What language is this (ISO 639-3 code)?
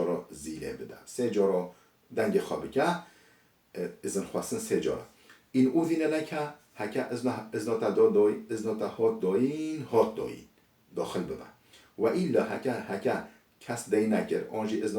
kur